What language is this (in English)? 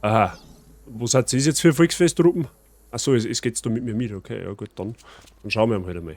Bavarian